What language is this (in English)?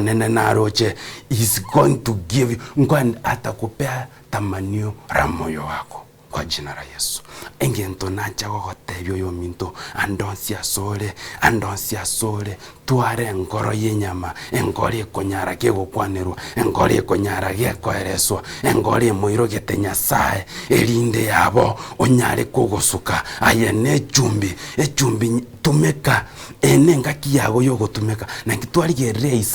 Gusii